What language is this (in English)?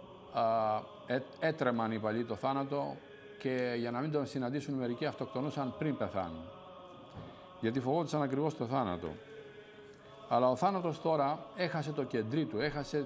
Greek